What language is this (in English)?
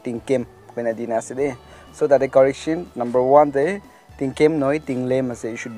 Naga Pidgin